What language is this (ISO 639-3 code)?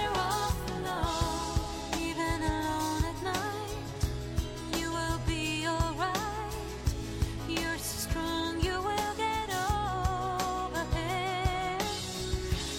por